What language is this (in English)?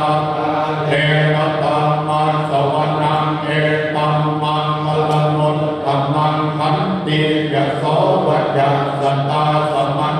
Pali